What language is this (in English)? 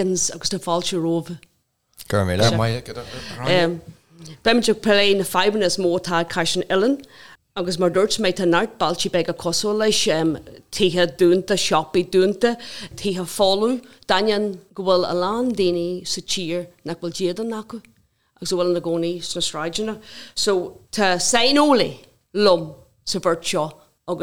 Irish